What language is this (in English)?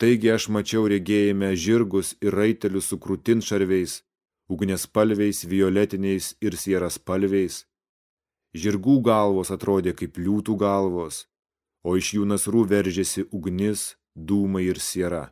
Lithuanian